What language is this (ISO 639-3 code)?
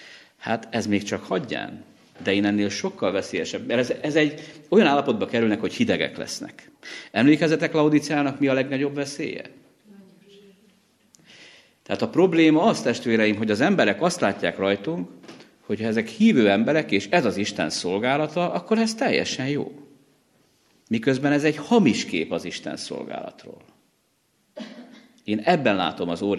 hun